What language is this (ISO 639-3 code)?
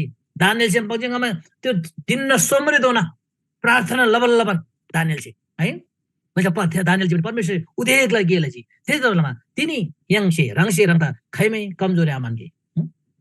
taj